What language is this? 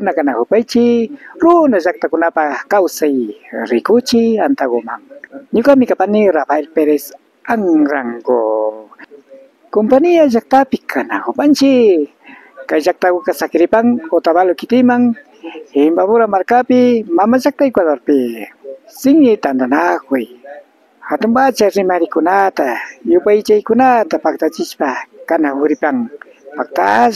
Imbabura Highland Quichua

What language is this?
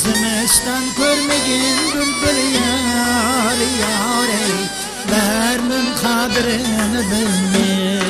Kara-Kalpak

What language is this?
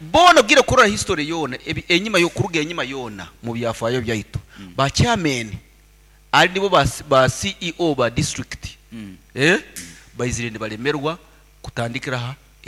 Nyoro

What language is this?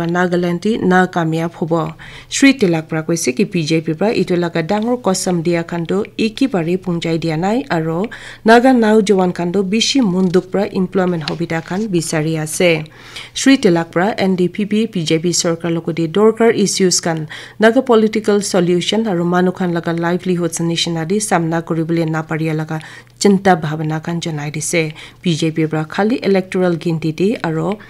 Naga Pidgin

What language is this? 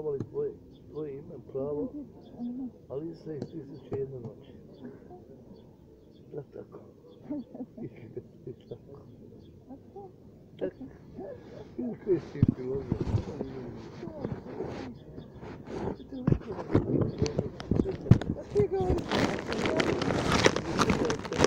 Croatian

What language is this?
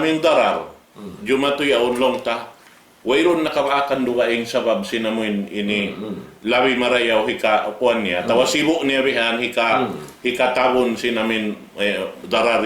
Tausug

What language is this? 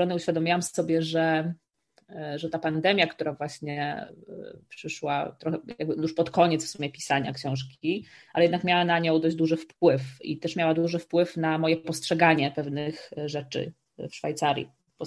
Polish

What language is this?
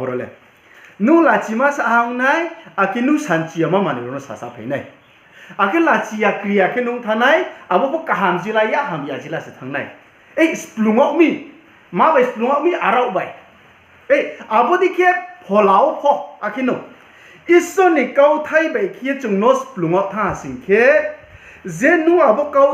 Riang (India)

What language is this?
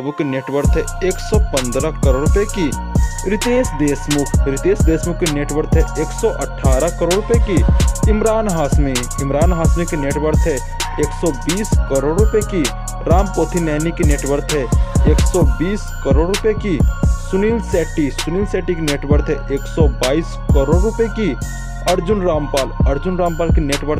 Hindi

